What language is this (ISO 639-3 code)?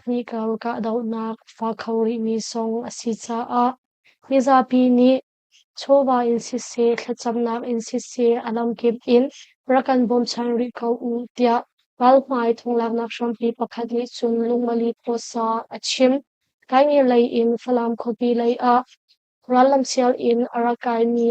cnh